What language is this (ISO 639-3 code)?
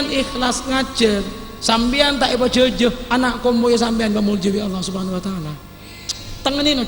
mad